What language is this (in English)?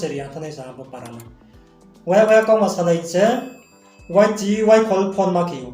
Riang (India)